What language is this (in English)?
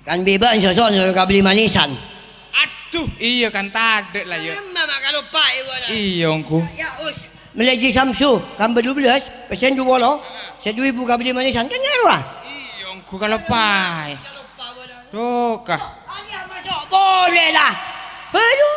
Madurese